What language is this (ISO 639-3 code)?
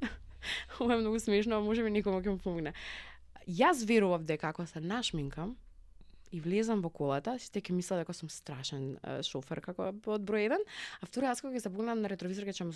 mkd